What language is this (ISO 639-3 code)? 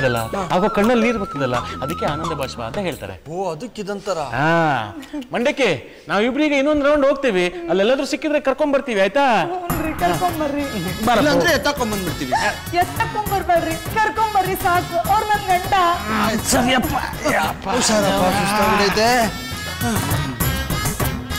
kan